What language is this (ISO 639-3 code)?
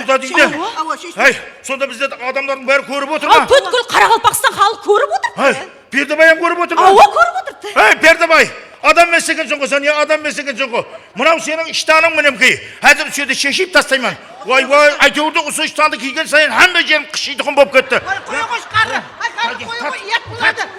kaa